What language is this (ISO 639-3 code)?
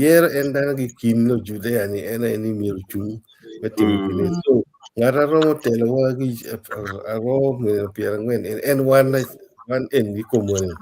ach